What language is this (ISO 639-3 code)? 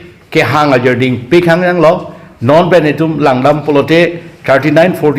mjw